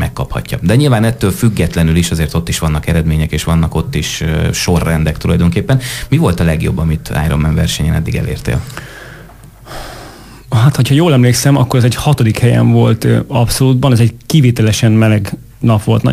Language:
Hungarian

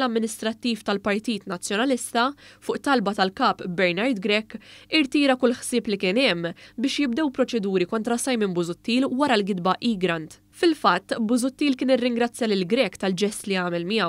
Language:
Maltese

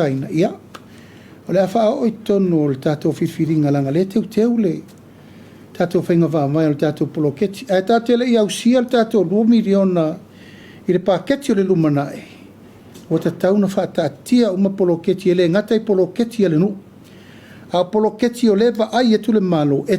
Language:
Samoan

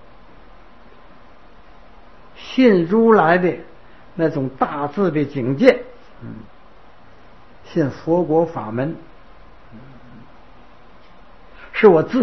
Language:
Chinese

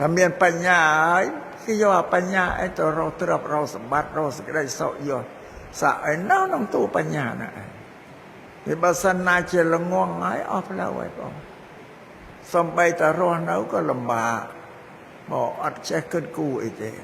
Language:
Khmer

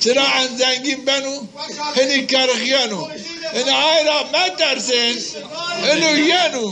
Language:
Zaza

